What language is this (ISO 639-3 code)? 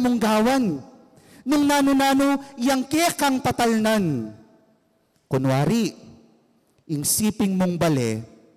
pam